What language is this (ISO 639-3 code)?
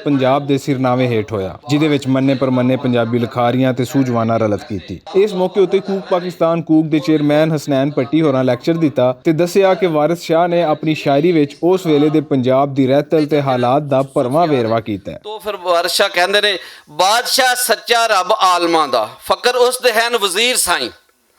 lah